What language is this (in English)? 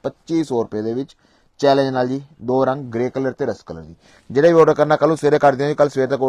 Punjabi